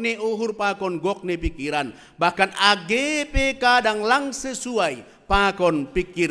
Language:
Batak Simalungun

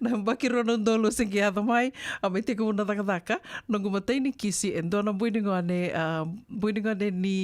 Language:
Fijian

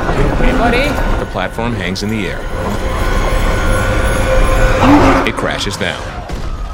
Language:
English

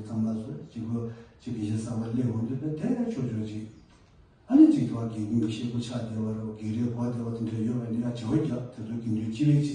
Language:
Tibetan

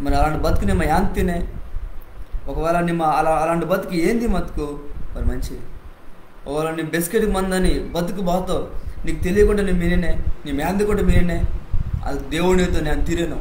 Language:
Koya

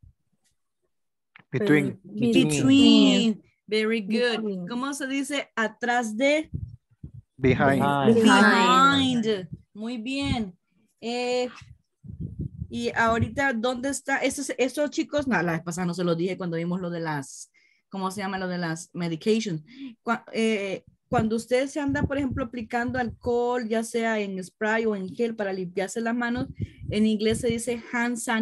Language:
Spanish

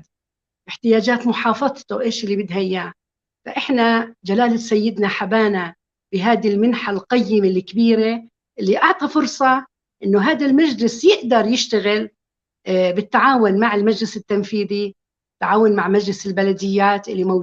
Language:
North Levantine Arabic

